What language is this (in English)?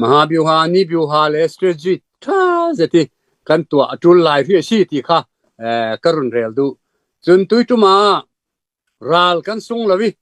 Falam Chin